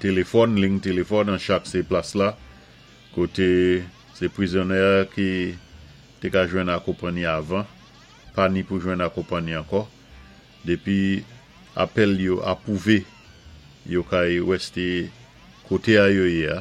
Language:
Saint Lucian Creole French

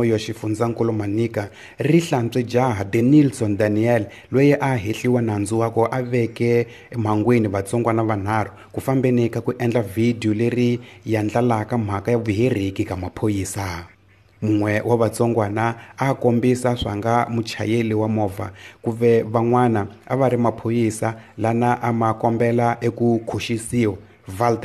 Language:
Tsonga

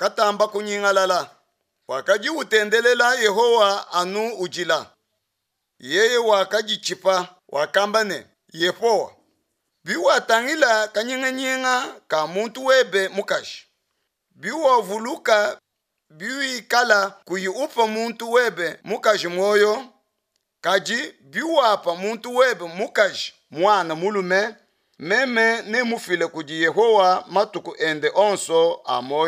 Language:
Luba-Lulua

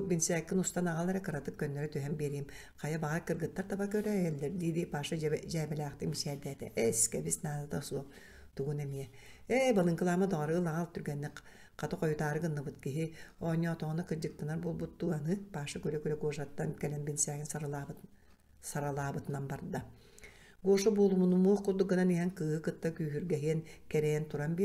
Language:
Yakut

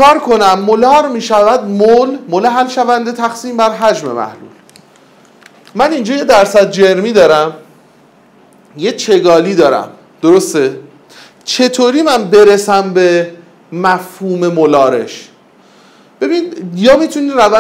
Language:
Persian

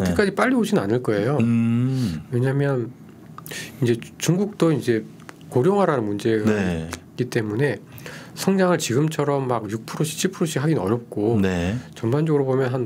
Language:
Korean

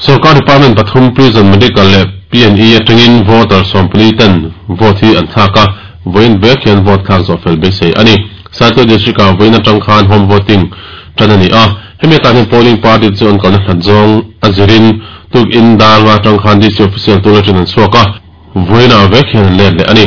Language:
Mizo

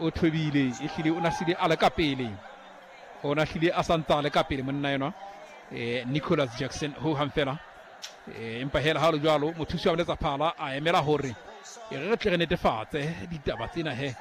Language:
Southern Sotho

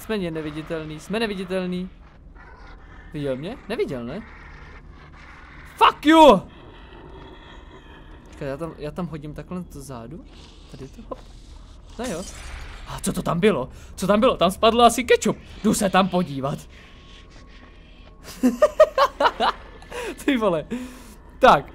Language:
Czech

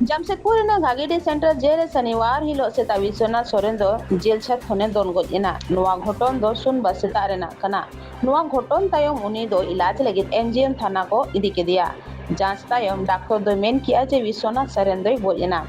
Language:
Santali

